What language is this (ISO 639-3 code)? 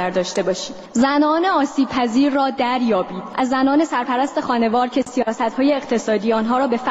fas